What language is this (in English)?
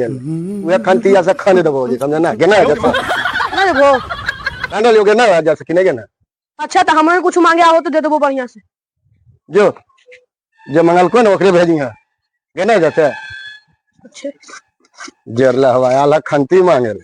Magahi